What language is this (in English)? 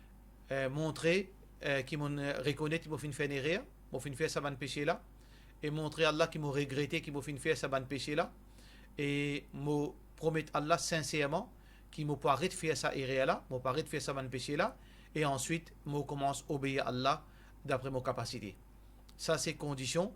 Morisyen